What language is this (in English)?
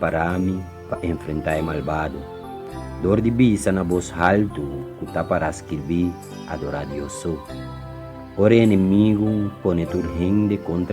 Papiamento